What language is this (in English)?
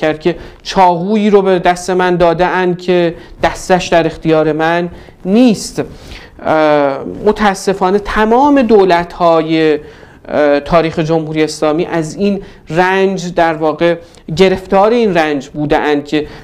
Persian